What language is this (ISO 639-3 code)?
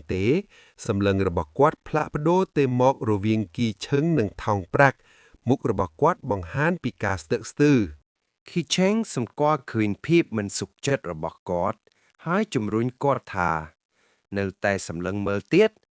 khm